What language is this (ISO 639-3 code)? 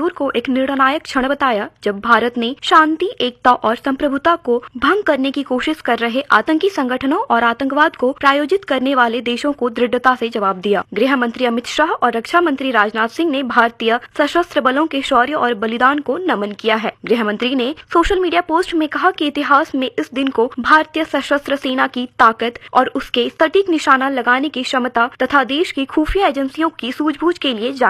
hin